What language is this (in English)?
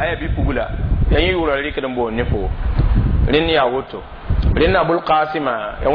Mossi